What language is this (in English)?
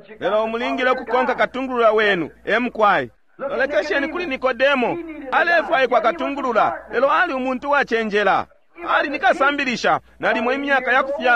Bemba